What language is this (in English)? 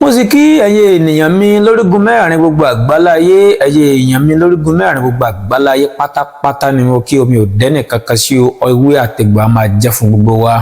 Yoruba